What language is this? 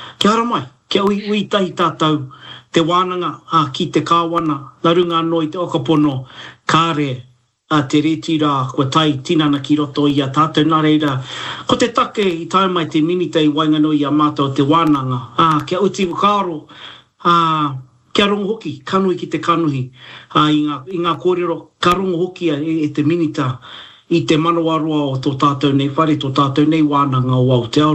Māori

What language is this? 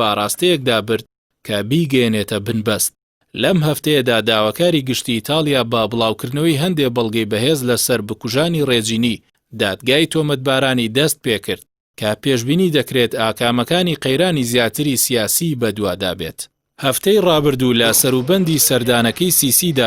Central Kurdish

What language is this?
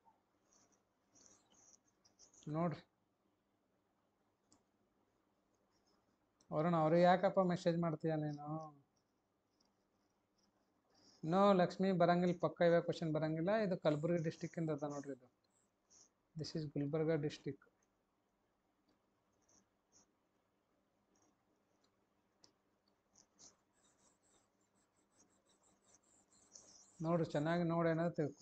Kannada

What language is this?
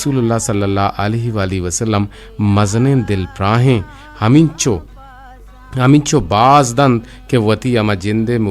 Eastern Balochi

